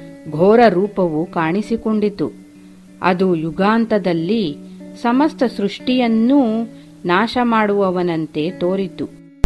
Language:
Kannada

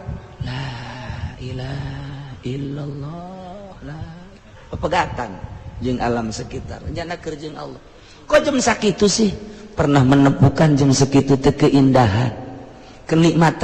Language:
Sundanese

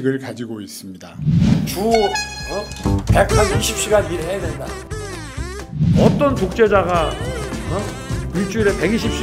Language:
Korean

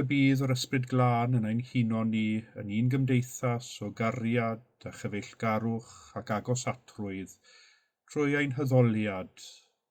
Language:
Welsh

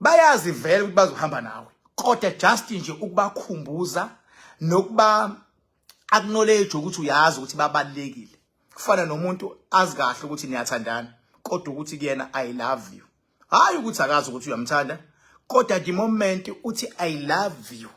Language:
Zulu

